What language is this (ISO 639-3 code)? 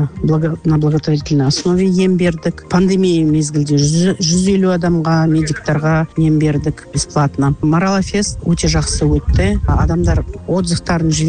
kaz